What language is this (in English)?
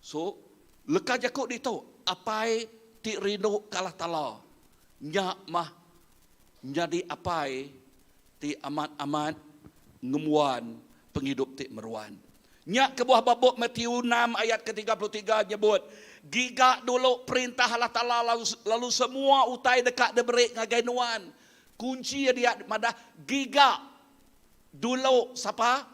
Iban